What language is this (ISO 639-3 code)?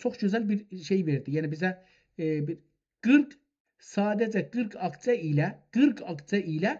azb